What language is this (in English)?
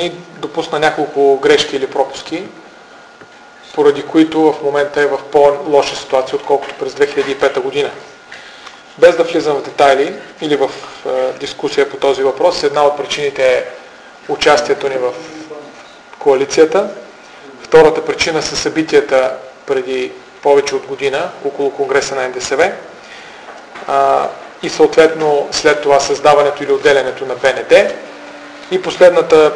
Bulgarian